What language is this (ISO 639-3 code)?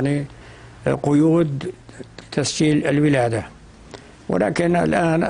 apc